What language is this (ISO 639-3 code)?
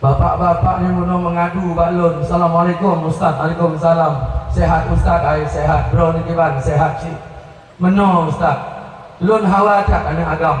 ace